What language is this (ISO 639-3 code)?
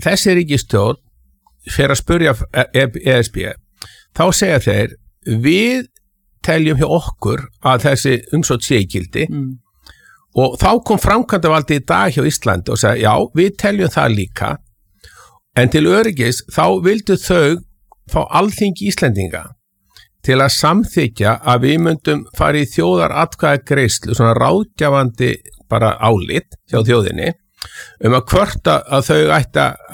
isl